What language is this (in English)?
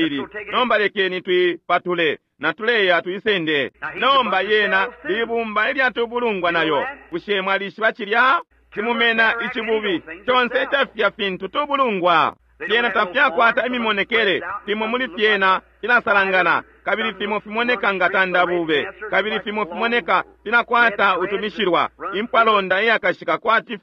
Bemba